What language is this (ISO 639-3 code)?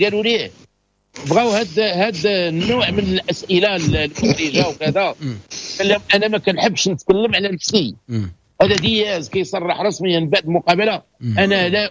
ary